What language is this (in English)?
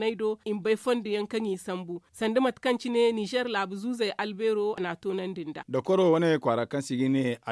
Zarma